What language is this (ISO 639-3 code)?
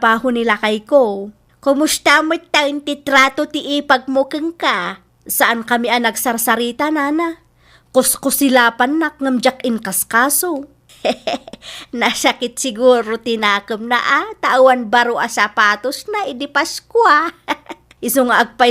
ilo